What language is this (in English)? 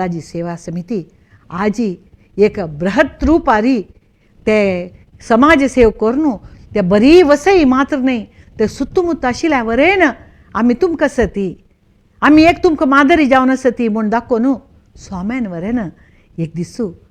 Konkani